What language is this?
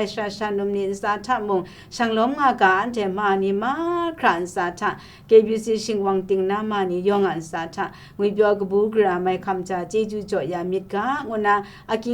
Kachin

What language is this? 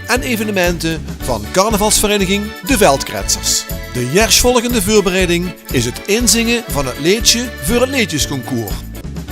Limburgish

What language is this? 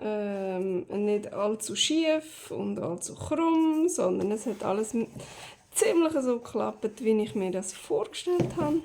Swiss German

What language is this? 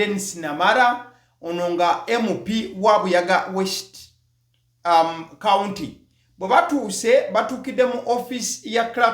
Ganda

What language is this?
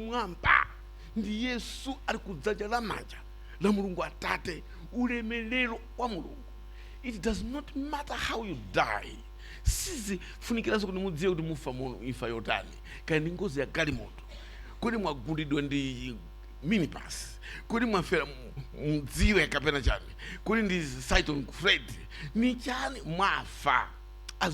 Nyanja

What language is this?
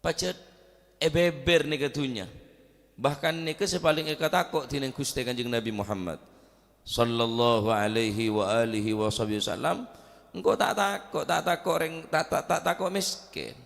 Madurese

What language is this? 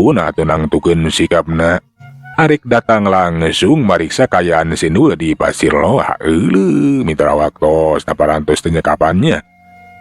Sundanese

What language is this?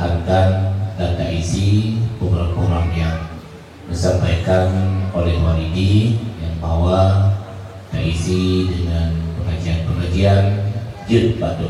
Achinese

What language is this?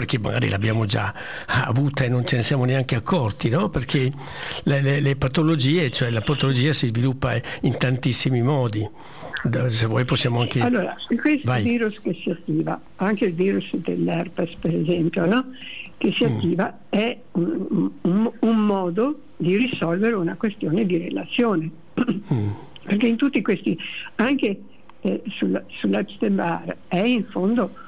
Italian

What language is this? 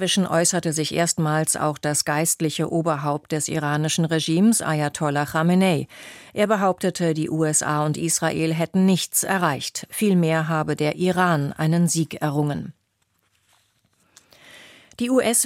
German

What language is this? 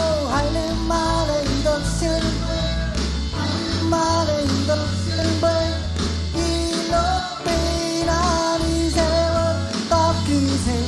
Marshallese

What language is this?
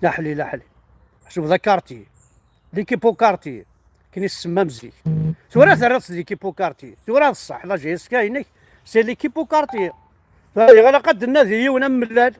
Kabyle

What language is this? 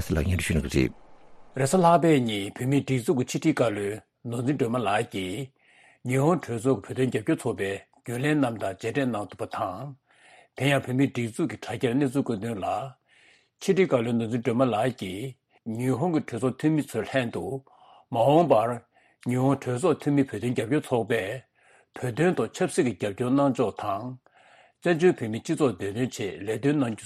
Tibetan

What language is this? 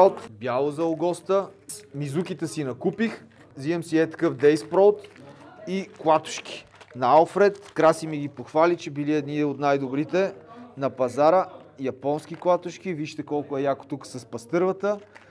Bulgarian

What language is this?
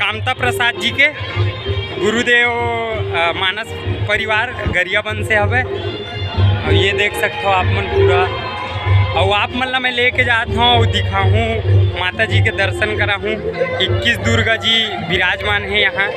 Chhattisgarhi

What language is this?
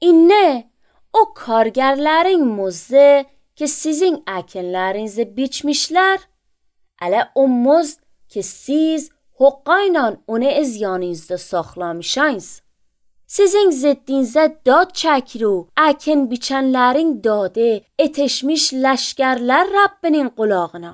Azerbaijani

